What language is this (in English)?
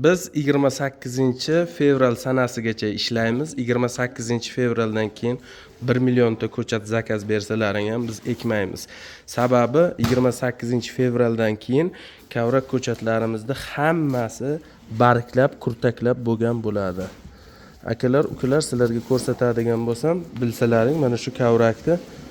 Uzbek